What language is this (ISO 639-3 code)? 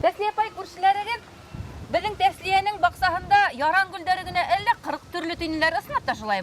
bak